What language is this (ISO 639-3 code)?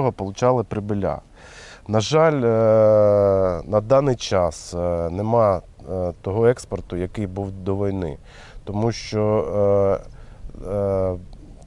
ukr